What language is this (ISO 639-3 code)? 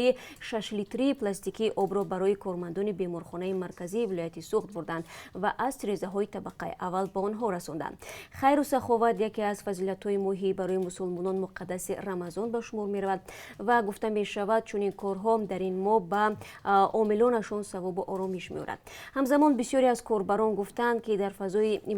tgk